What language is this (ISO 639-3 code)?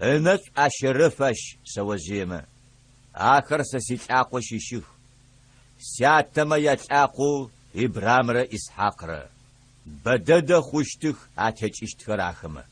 ady